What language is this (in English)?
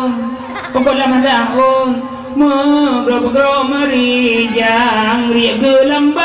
Achinese